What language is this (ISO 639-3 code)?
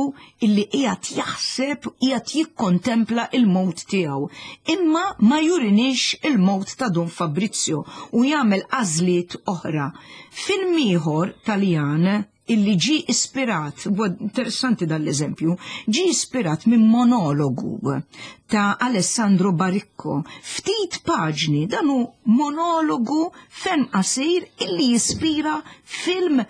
mlt